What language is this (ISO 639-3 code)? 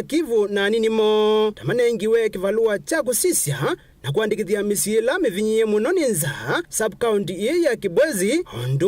kam